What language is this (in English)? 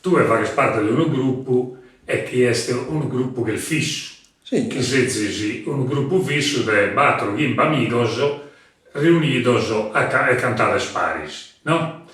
Sardinian